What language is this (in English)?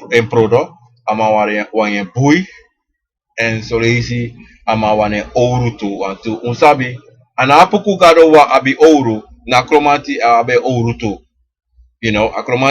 Sranan Tongo